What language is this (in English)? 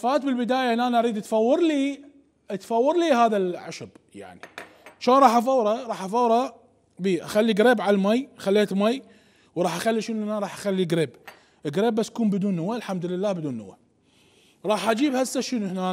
Mesopotamian Arabic